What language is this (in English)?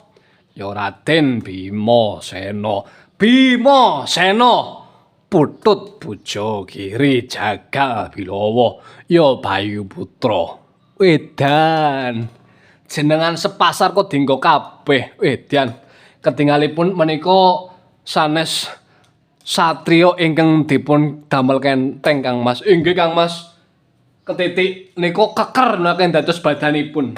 Javanese